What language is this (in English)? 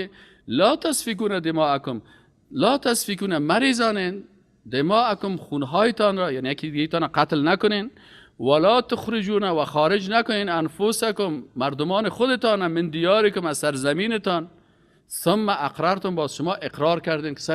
Persian